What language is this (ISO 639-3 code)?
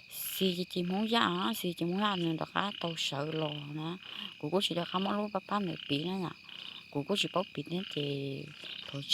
hmn